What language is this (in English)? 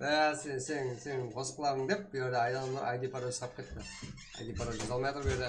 Kara-Kalpak